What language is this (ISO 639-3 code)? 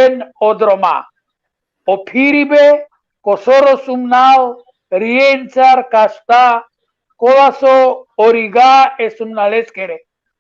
rmn